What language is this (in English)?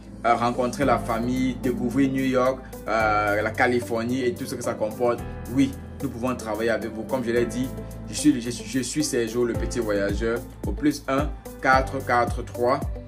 French